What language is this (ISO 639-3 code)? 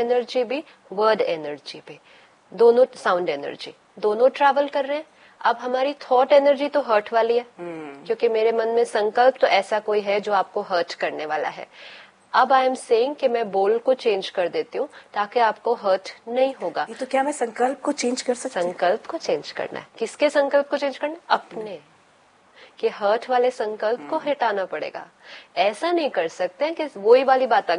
hin